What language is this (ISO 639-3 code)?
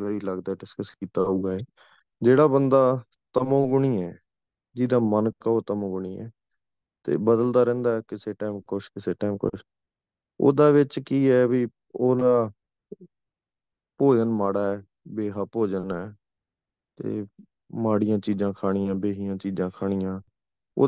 pan